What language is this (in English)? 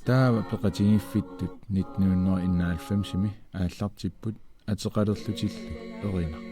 Kalaallisut